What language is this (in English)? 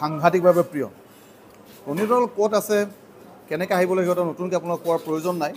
Assamese